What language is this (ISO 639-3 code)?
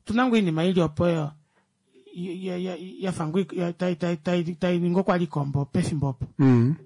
kua